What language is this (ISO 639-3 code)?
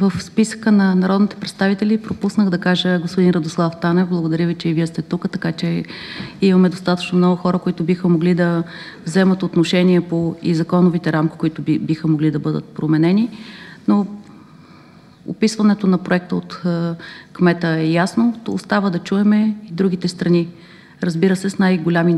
bul